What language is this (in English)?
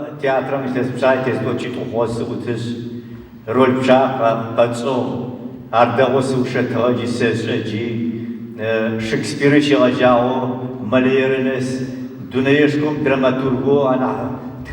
Adyghe